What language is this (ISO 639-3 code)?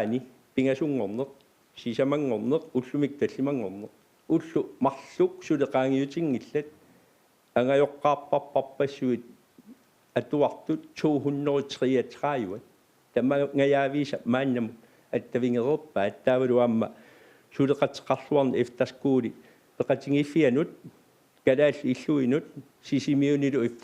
kal